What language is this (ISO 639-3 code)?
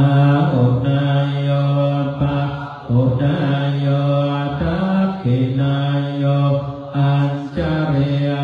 pli